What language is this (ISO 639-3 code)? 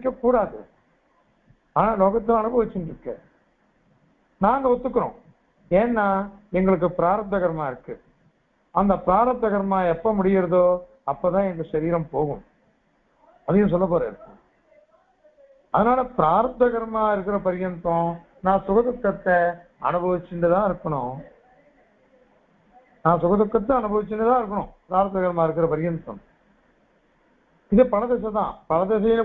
tam